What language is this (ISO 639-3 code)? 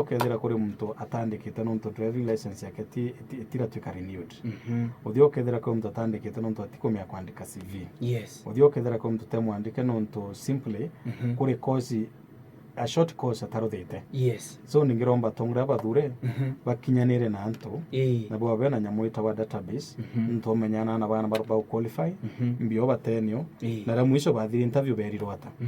mer